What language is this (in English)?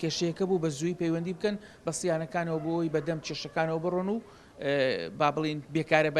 Central Kurdish